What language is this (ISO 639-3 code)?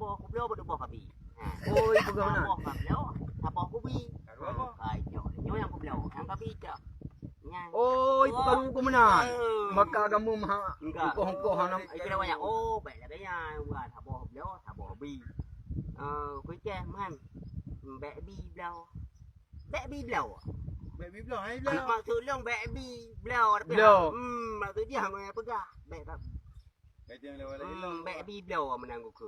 ace